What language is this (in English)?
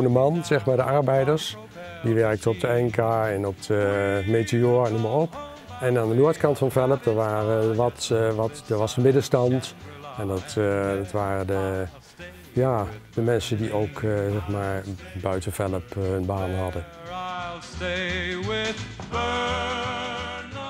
Dutch